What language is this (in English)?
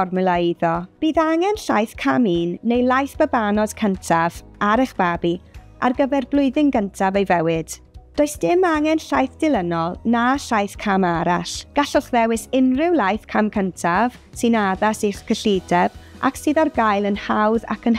Welsh